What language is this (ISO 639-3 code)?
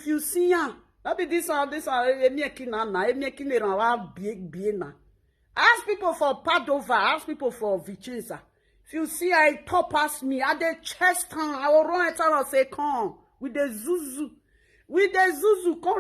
pcm